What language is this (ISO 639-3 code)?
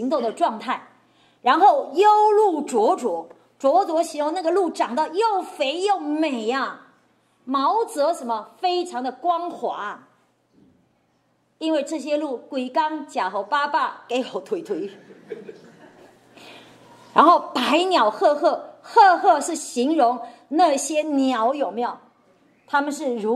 zho